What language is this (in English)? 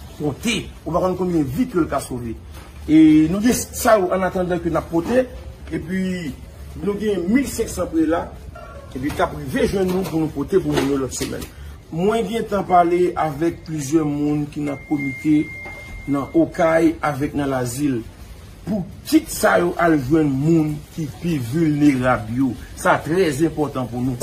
Haitian Creole